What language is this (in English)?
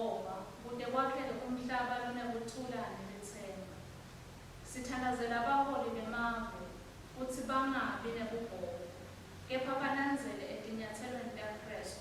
Swati